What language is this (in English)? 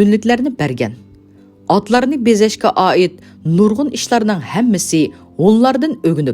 Uyghur